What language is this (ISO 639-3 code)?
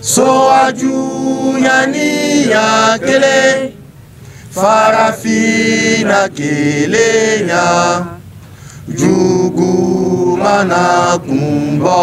bam